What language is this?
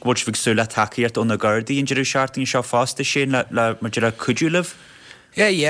Irish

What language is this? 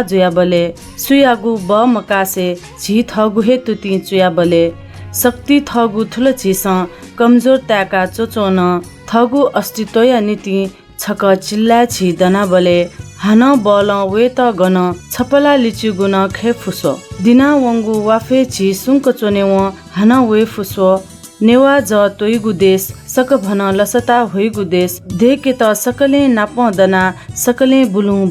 Newari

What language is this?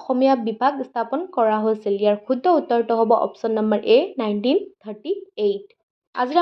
Assamese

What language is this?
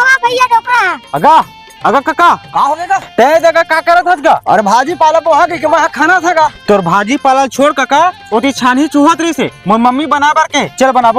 Chhattisgarhi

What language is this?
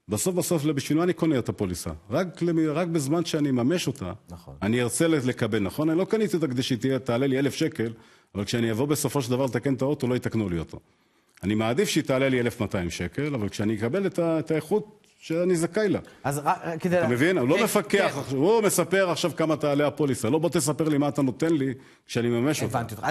Hebrew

